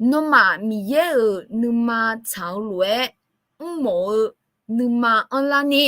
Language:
Akha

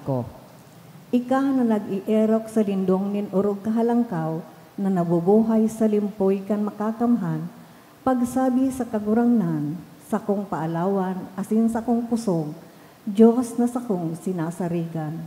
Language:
Bikol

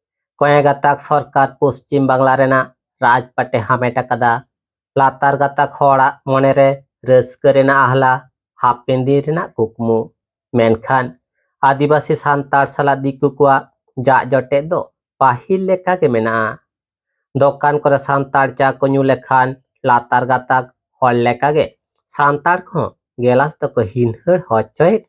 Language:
Santali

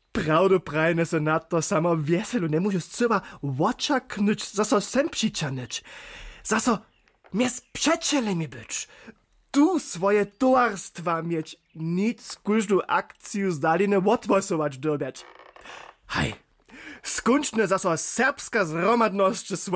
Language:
Upper Sorbian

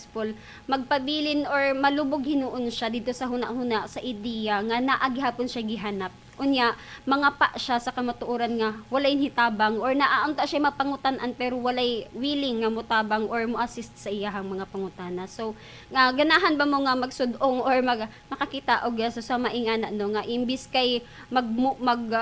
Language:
Cebuano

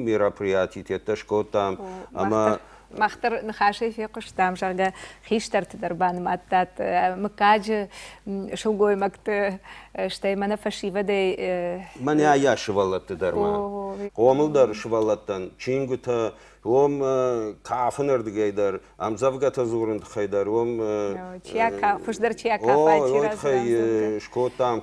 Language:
Ossetic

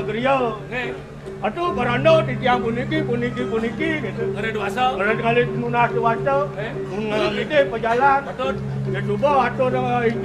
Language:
Balinese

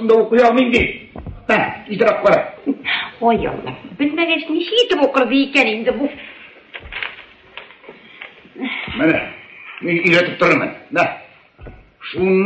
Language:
Tatar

